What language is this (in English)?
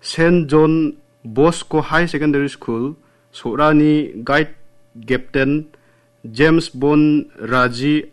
Garo